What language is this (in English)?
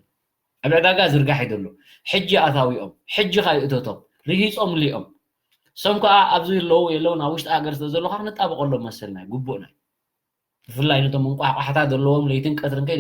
Tigrinya